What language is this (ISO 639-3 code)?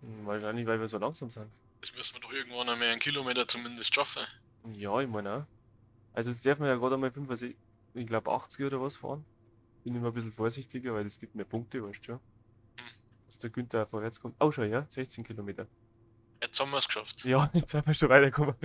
bar